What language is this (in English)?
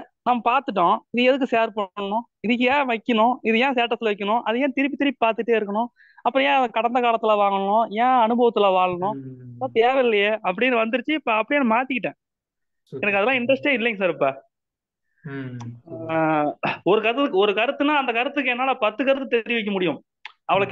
Tamil